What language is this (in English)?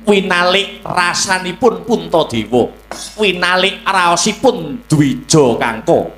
Javanese